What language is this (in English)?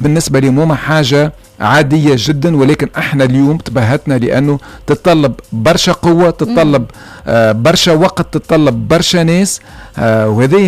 Tunisian Arabic